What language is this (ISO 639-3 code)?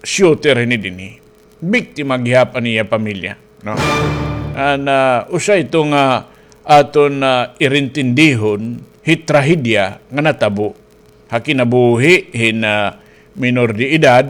war